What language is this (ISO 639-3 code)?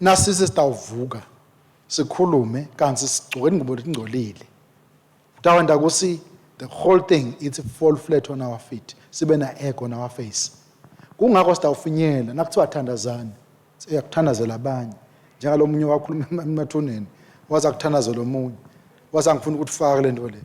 ssw